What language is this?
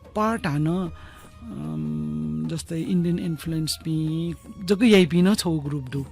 Newari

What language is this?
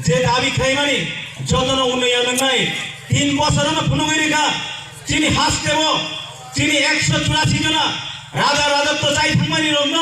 Kok Borok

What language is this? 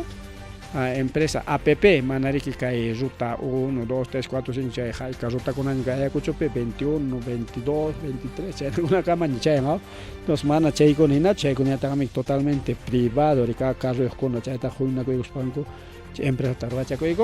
Ayacucho Quechua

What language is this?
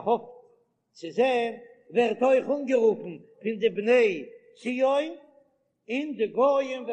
Yiddish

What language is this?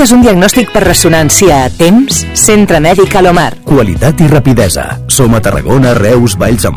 Catalan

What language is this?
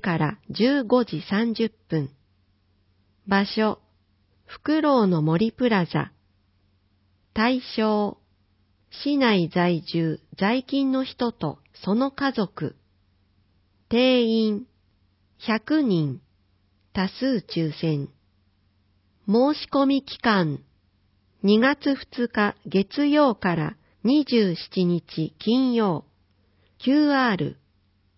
Japanese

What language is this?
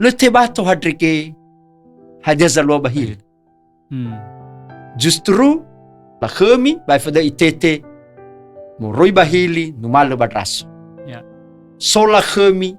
Nias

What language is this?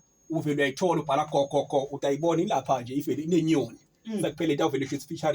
Zulu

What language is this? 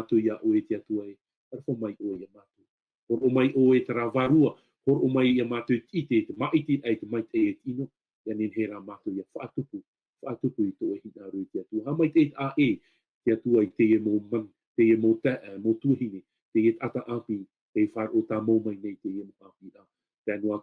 Tahitian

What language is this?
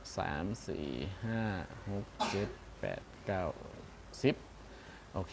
Shan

